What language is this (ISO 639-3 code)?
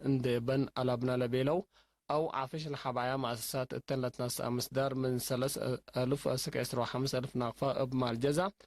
tig